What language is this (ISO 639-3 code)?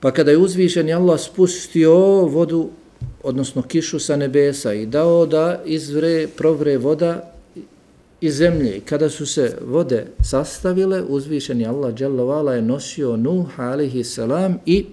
bos